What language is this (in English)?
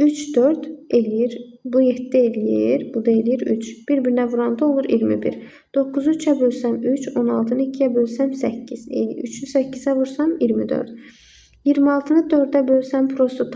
Azerbaijani